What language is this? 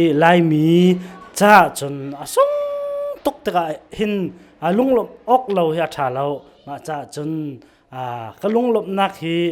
Hakha Chin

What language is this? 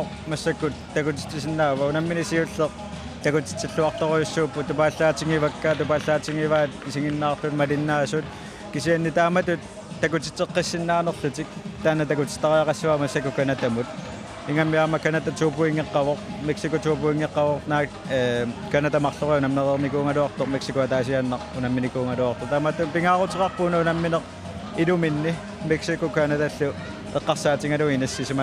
Kalaallisut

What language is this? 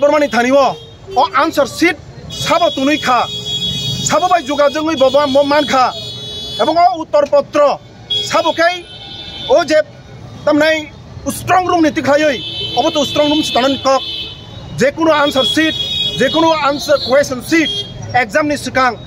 Kok Borok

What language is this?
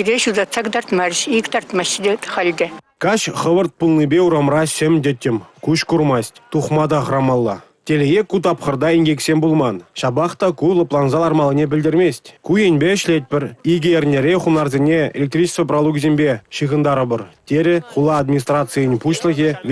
Chuvash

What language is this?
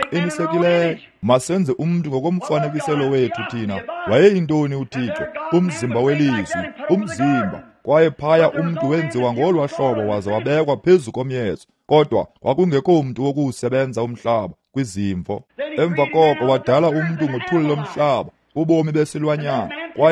Xhosa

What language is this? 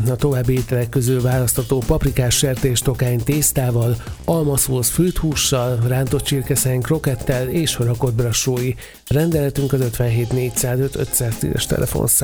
Hungarian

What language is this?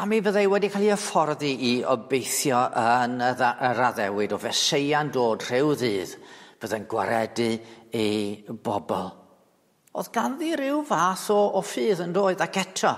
Welsh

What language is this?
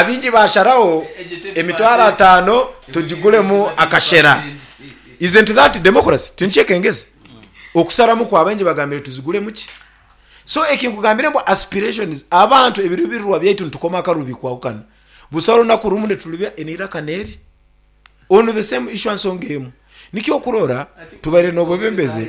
Nyankole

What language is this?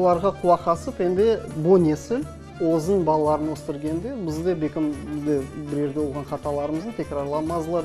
Crimean Tatar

